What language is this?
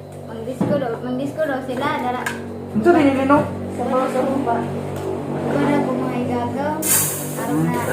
Cebuano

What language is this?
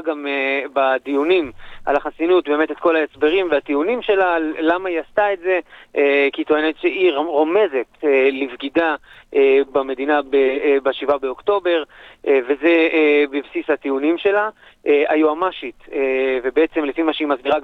Hebrew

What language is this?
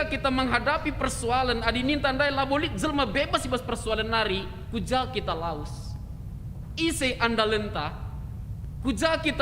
Batak Karo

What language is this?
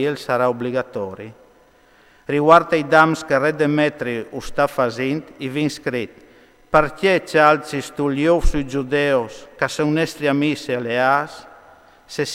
Friulian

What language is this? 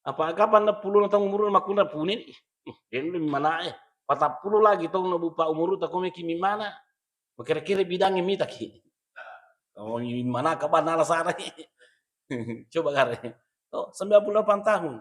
Buginese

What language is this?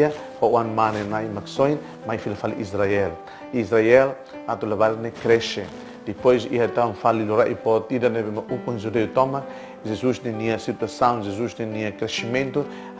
Tetum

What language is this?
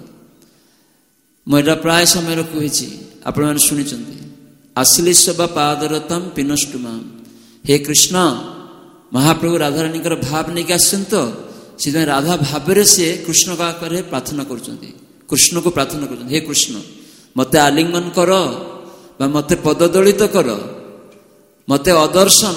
Odia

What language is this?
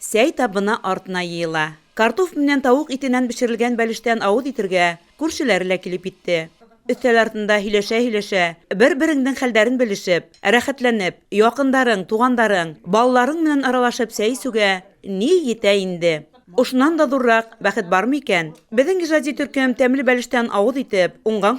Bashkir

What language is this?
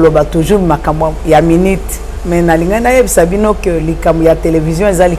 Lingala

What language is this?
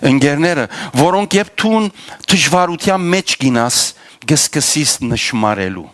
Western Armenian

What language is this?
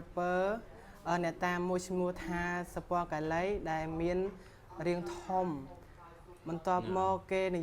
Khmer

